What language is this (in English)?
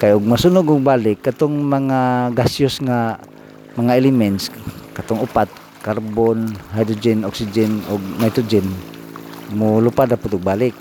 Cebuano